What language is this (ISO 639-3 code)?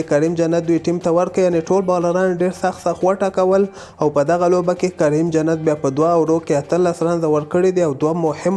pus